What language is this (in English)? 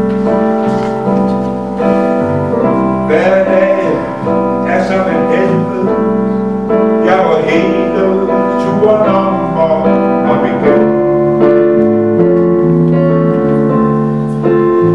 Danish